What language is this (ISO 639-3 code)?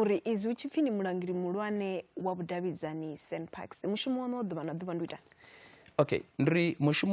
ven